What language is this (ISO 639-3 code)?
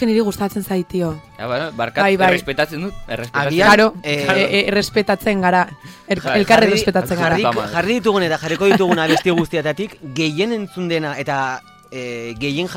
eus